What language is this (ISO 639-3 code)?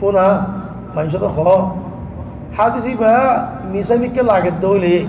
rhg